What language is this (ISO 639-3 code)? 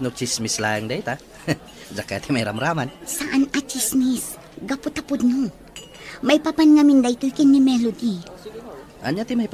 ilo